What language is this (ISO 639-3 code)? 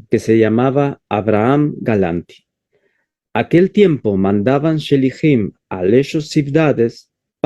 lad